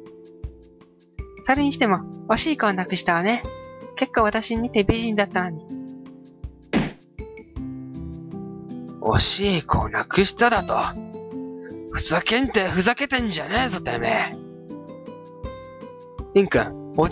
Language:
Japanese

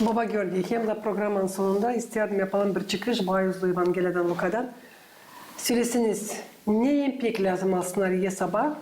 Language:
Gagauz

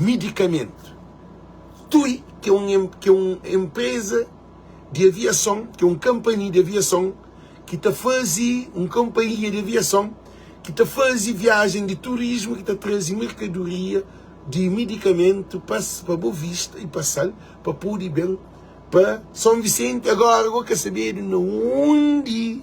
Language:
Kabuverdianu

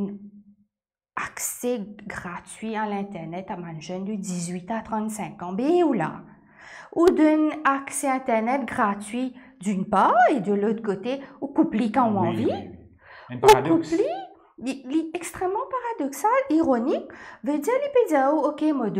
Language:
Morisyen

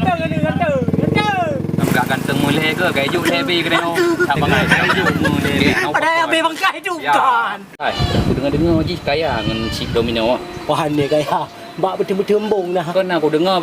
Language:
Achinese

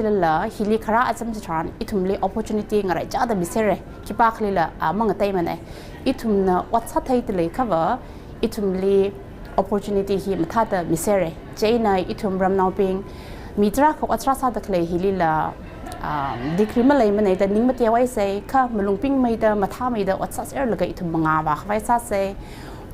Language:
Tangkhul Naga (India)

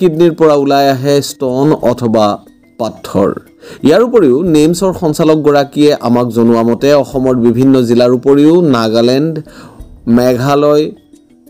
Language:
Assamese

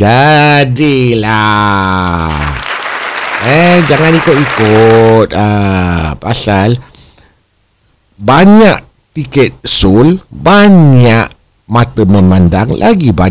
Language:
Malay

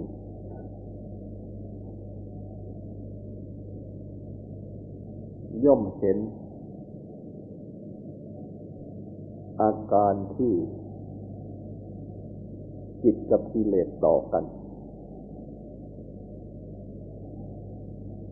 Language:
Thai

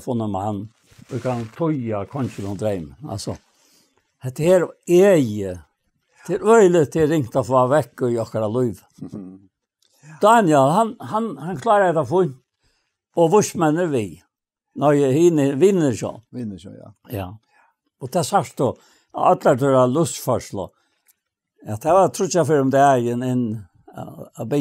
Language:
Faroese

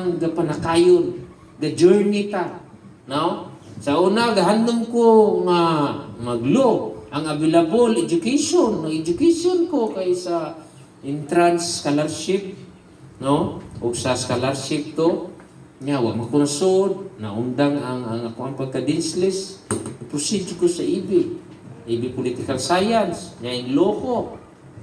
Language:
Cebuano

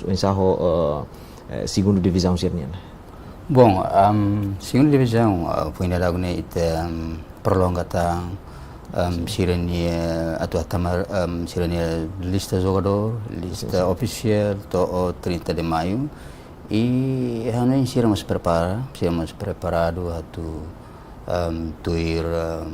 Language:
Tetum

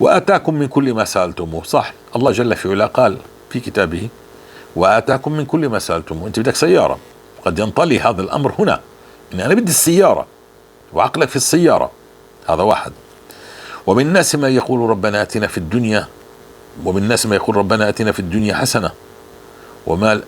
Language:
North Levantine Arabic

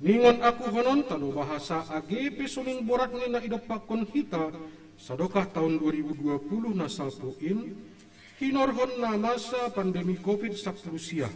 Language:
Batak Simalungun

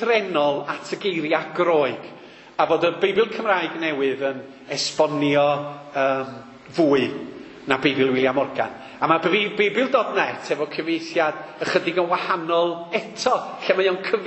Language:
Welsh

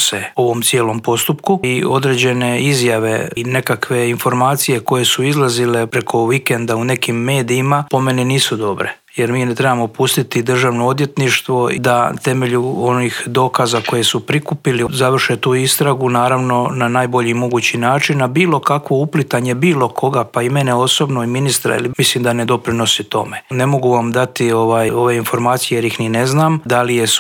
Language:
Croatian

